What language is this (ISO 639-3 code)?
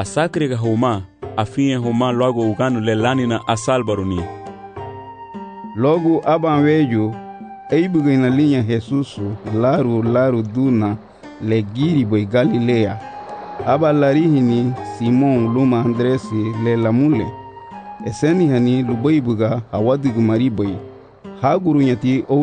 cab